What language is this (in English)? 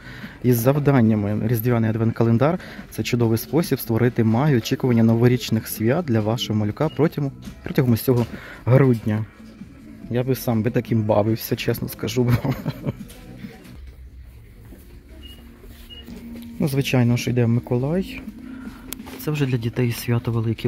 Ukrainian